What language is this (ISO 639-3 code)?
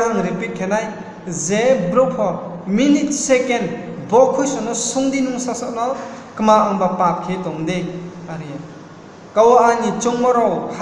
ria